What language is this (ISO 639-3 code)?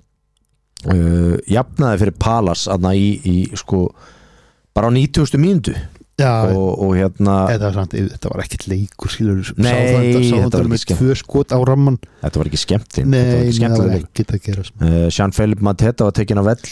isl